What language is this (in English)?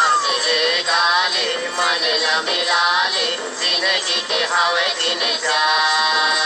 Chhattisgarhi